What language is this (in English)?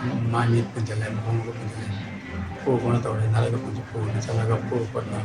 Manipuri